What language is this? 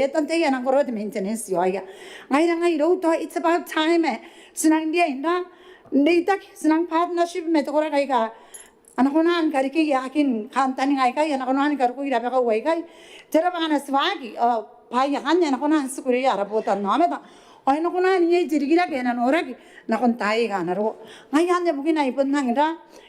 Gilbertese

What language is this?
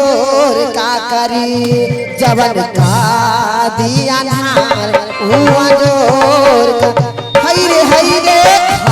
Magahi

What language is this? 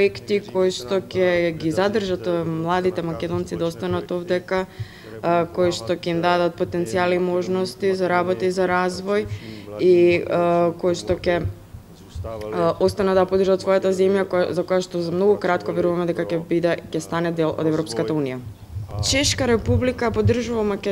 Macedonian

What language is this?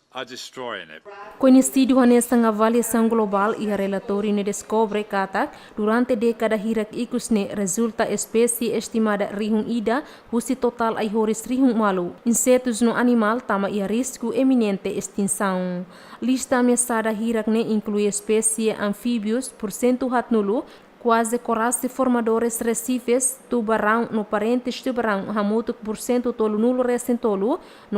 Tetum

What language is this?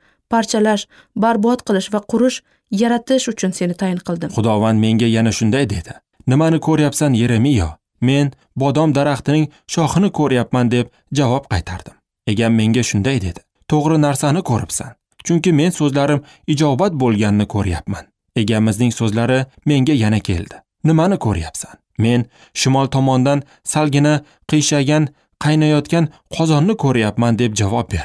Uzbek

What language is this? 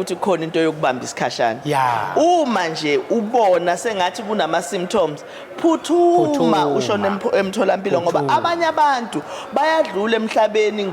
Zulu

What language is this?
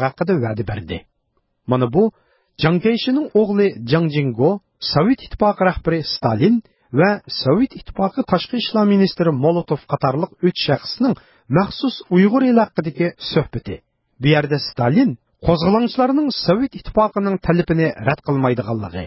Uyghur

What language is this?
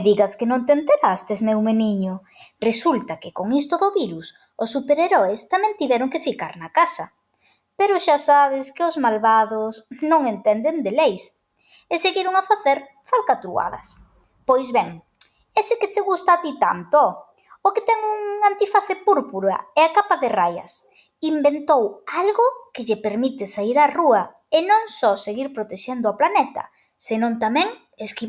Galician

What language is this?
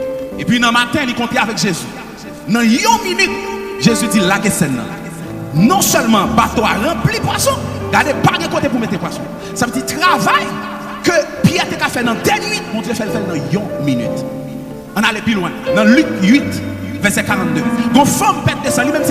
Haitian Creole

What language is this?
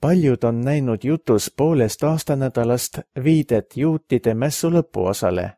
Estonian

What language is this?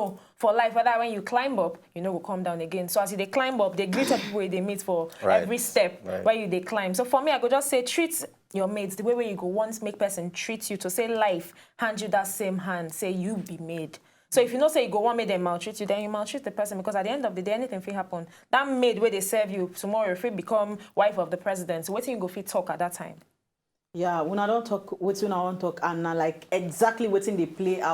Nigerian Pidgin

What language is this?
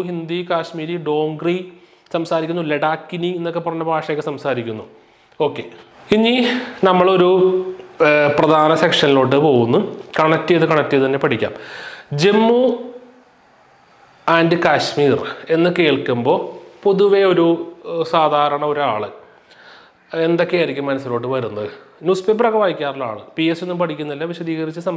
Malayalam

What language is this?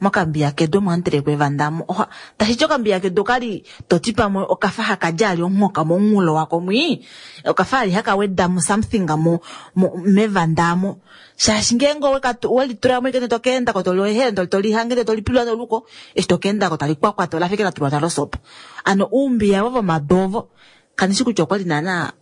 Kuanyama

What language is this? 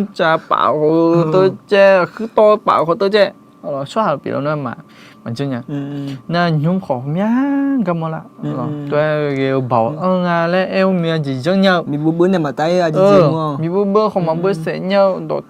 Akha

